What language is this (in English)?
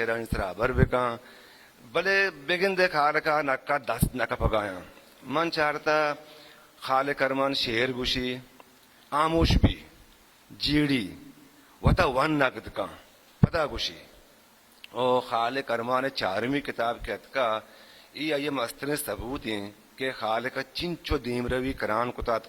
Eastern Balochi